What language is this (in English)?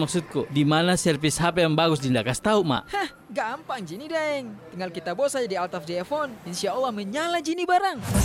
Indonesian